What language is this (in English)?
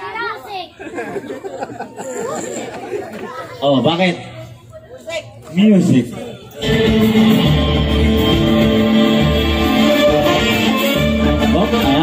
Filipino